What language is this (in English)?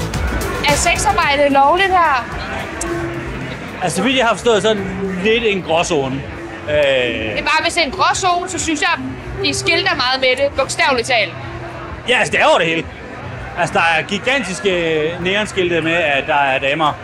Danish